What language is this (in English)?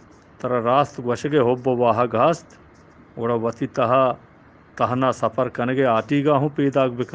Eastern Balochi